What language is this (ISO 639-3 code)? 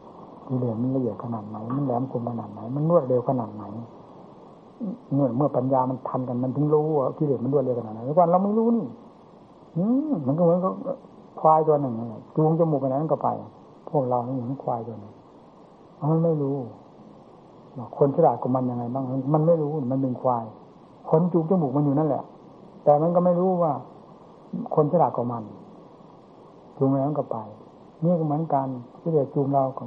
tha